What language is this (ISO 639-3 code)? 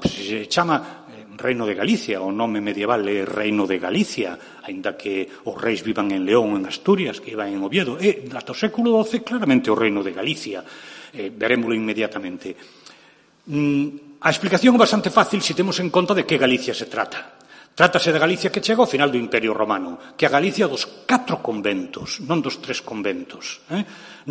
glg